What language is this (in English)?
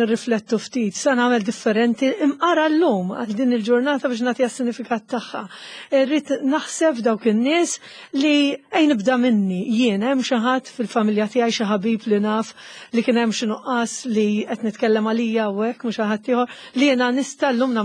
Maltese